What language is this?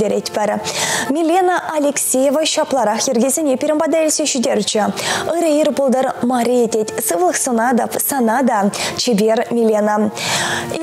Chuvash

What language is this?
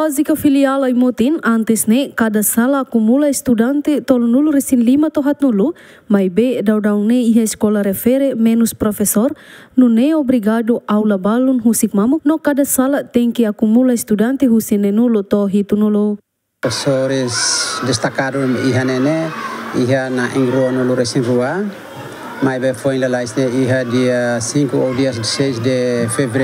Tetum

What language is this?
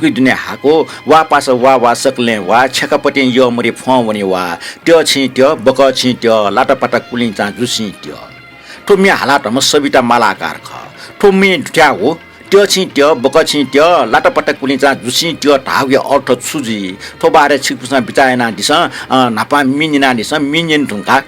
Newari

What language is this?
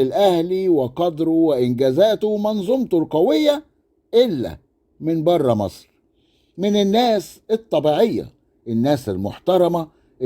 Egyptian Arabic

